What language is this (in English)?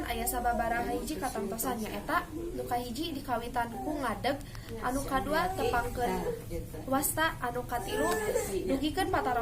Sundanese